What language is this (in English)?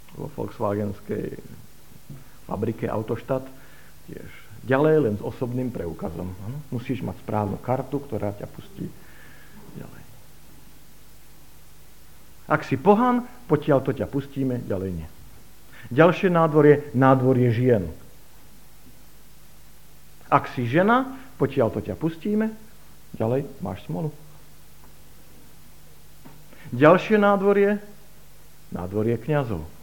Slovak